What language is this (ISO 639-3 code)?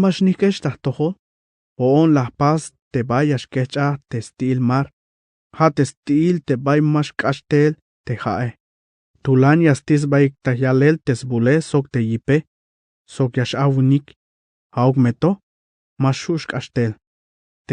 tzh